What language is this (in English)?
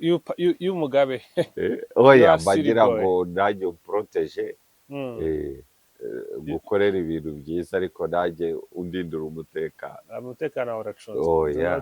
Kinyarwanda